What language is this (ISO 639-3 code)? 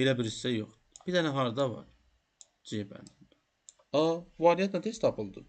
aze